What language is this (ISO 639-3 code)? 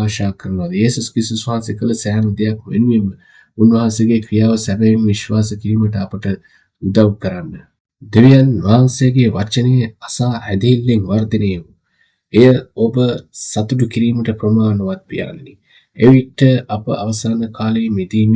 sin